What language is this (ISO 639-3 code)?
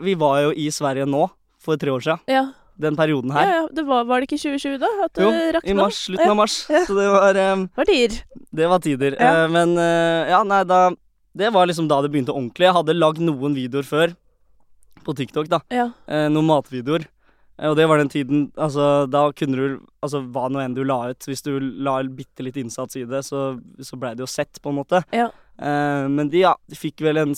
nor